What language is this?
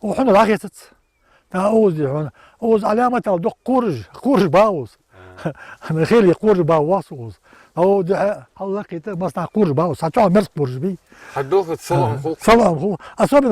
Ingush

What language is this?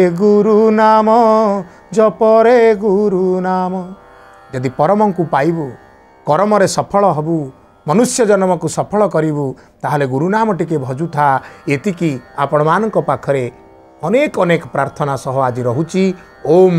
Odia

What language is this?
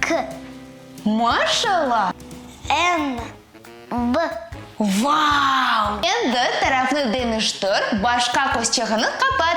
Crimean Tatar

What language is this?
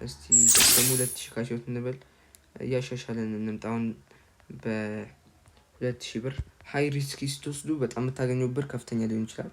Amharic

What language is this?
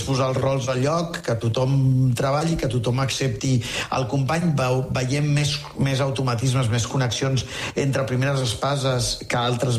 Catalan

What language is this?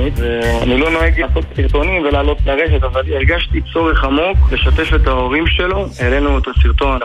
Hebrew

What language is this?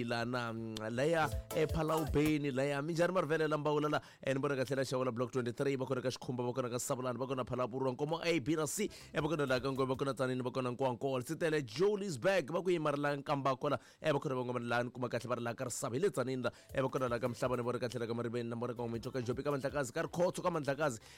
Tsonga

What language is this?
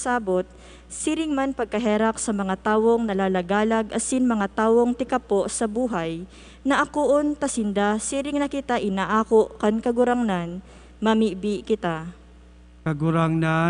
Bikol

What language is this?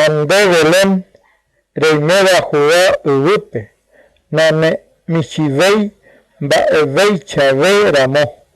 Guarani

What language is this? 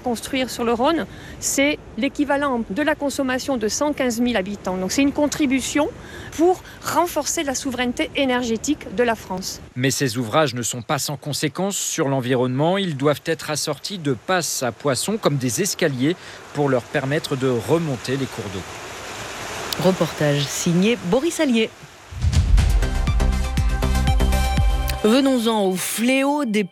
French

